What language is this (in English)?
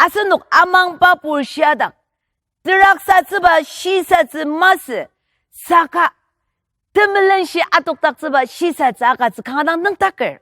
Ao Naga